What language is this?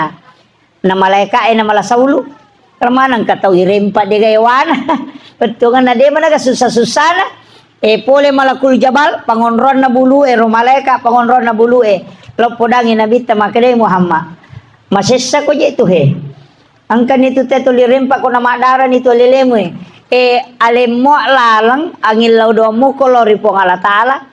Buginese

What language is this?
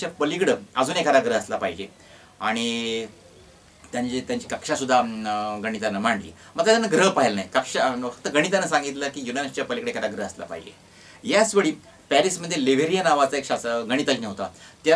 Marathi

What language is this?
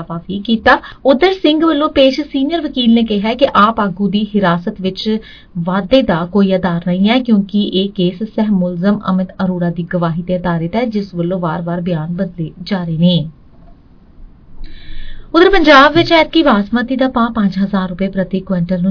Punjabi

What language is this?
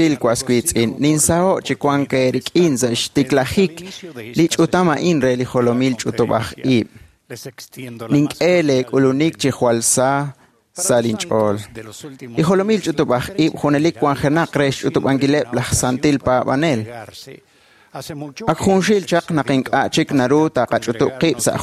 Kekchí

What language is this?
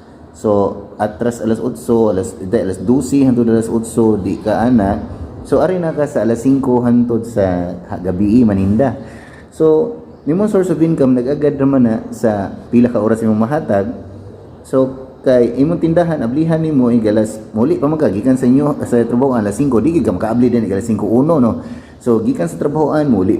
Cebuano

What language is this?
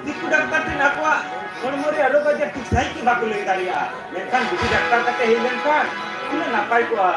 Santali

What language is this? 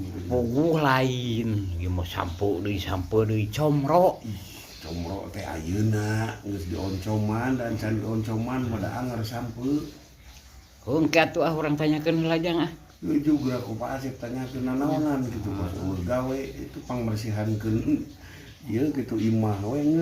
Sundanese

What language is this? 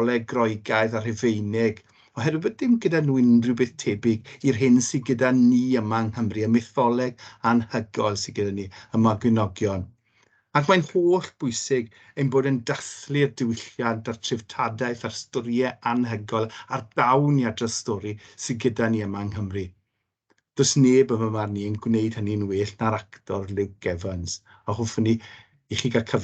Welsh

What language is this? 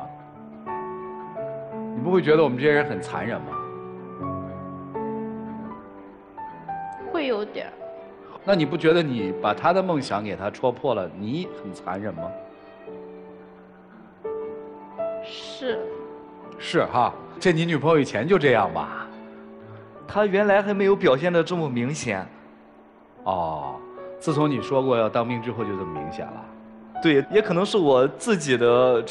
Chinese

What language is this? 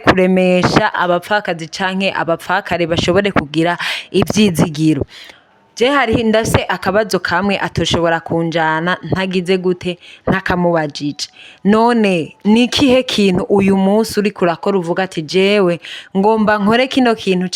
Rundi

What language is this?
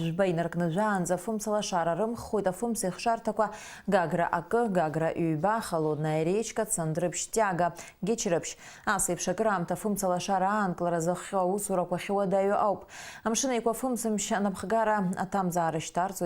Abkhazian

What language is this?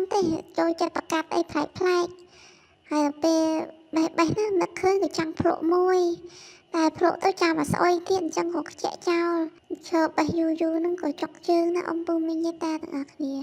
Khmer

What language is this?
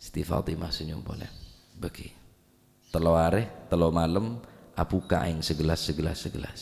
Madurese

